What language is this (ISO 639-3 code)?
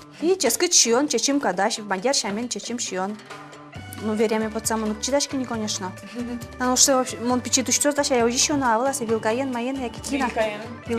udm